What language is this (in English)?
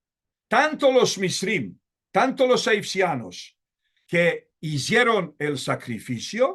Ladino